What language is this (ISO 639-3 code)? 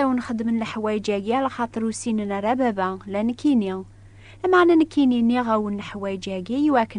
kab